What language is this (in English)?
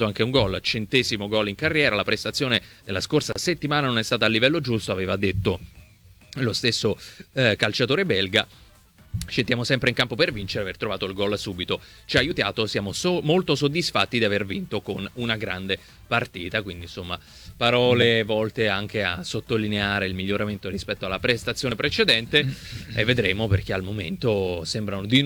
Italian